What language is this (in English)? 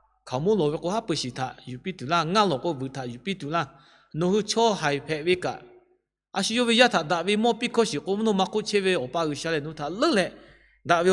Lahu